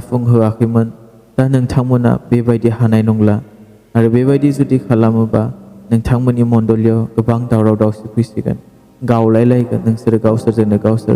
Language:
Bodo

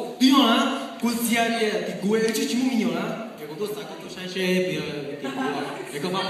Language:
Hmong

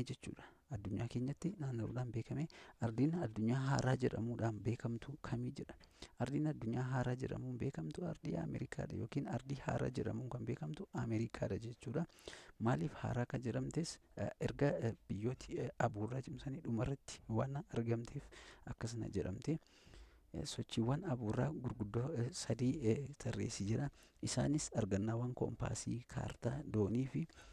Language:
Oromo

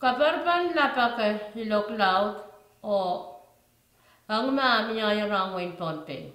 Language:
Pohnpeian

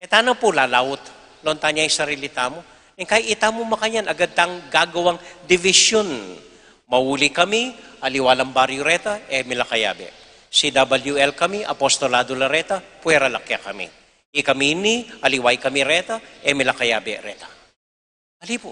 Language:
Pampanga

